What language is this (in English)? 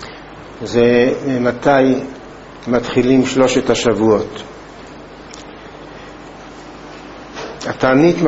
Hebrew